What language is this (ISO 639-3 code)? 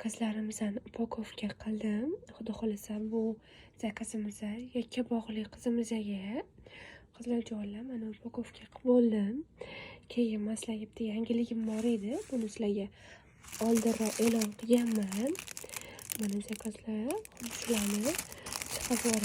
uzb